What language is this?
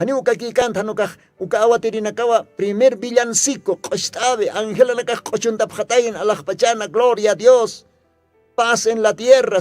Aymara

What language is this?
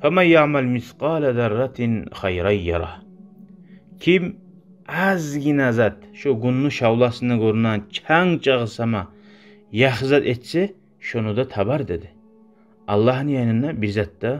Kumyk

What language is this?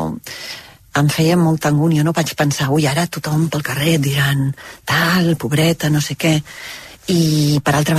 Catalan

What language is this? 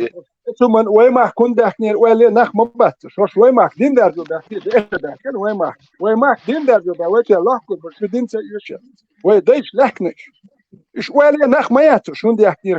Chechen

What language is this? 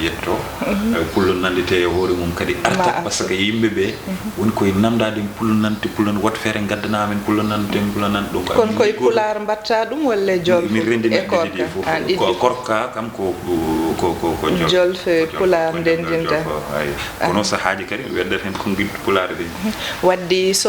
Fula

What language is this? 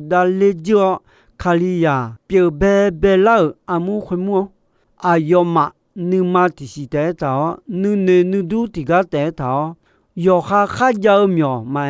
Akha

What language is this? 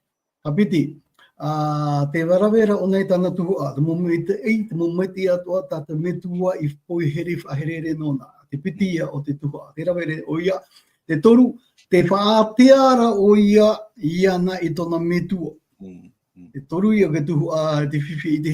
Tahitian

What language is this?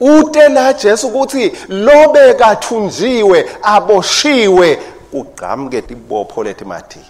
Swati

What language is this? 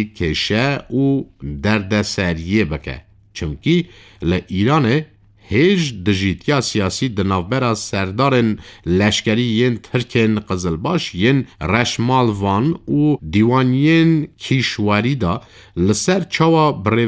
Kurdish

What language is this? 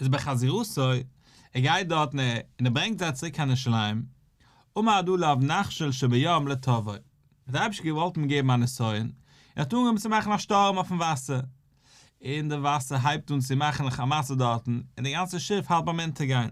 Yiddish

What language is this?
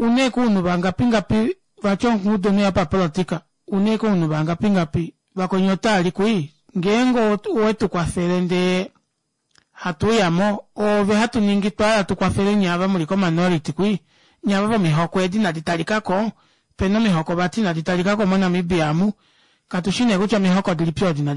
Kuanyama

